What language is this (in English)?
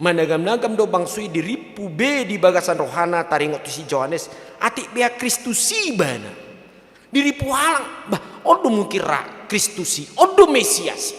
Batak Toba